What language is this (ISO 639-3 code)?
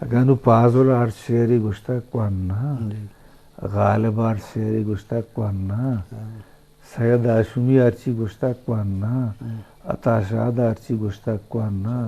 bgp